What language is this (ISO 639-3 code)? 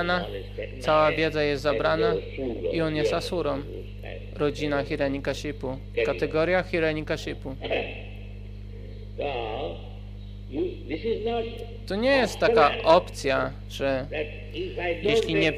pol